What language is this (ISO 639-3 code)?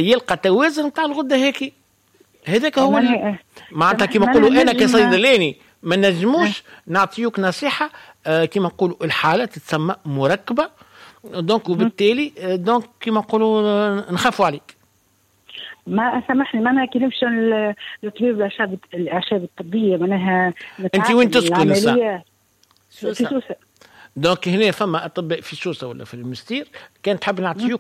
aeb